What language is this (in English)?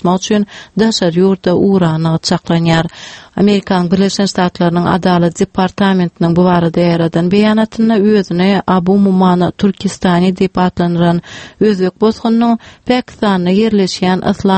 Turkmen